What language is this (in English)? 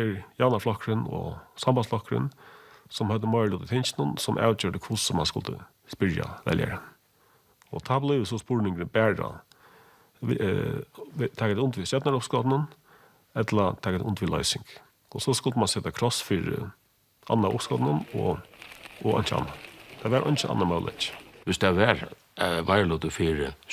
Faroese